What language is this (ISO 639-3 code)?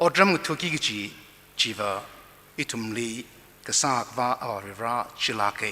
nmf